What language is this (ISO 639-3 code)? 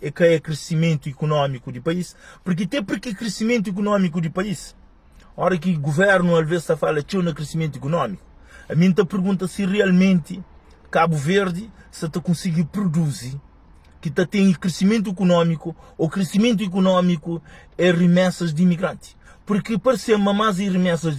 kea